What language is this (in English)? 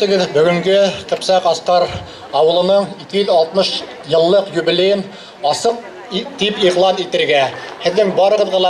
Bashkir